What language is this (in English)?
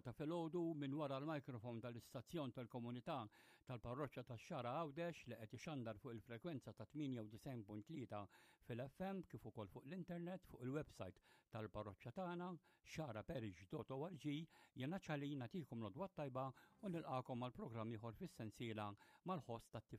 Maltese